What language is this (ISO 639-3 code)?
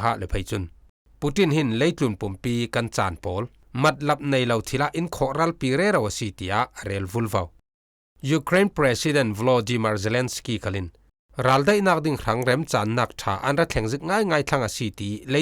cfm